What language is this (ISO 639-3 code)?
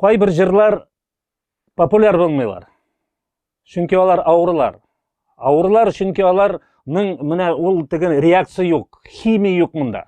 tat